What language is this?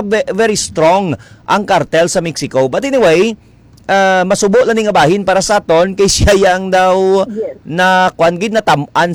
Hiligaynon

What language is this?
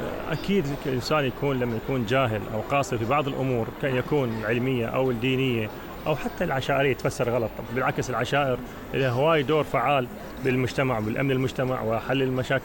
Mesopotamian Arabic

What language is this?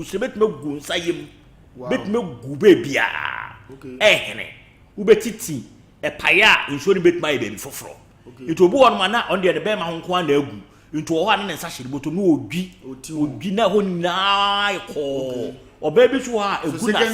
Akan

